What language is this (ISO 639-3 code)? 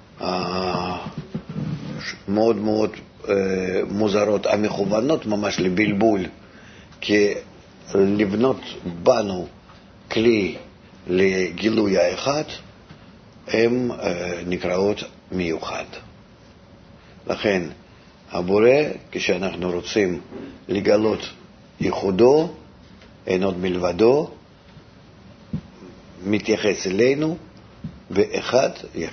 heb